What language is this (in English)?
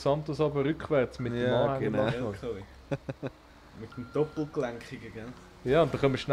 Swiss German